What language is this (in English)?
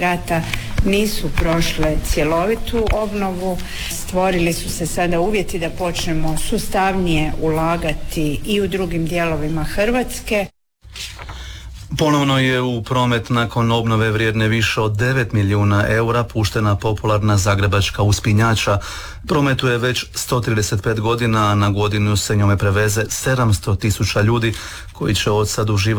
Croatian